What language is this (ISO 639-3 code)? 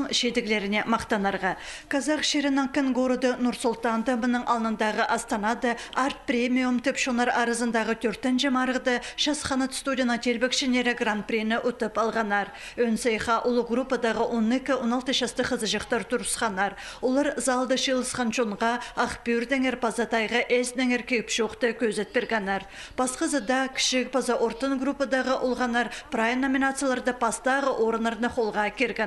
kjh